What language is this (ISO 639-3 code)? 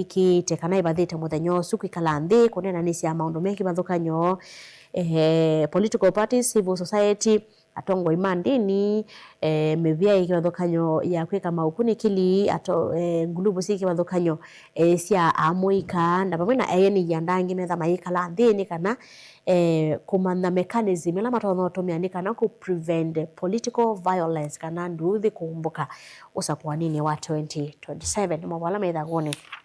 kam